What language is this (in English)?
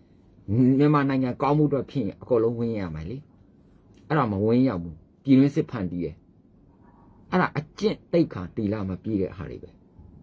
Burmese